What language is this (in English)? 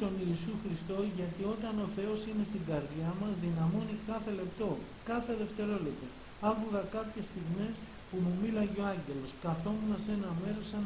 Greek